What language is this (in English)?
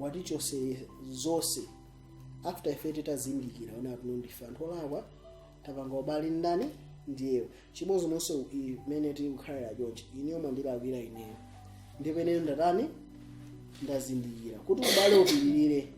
Nyanja